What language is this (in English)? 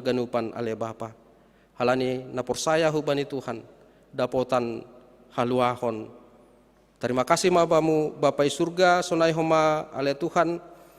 Batak Simalungun